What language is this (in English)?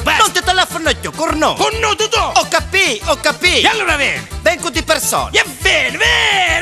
Neapolitan